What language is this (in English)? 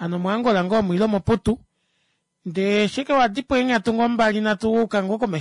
Kuanyama